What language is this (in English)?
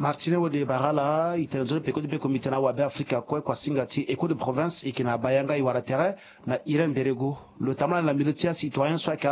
Sango